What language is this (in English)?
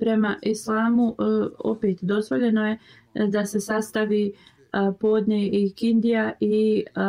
Bosnian